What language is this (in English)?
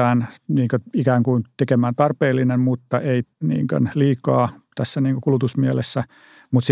Finnish